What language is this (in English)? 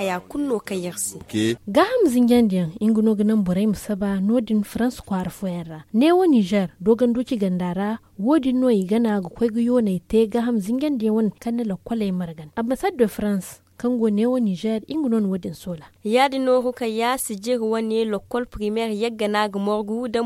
Zarma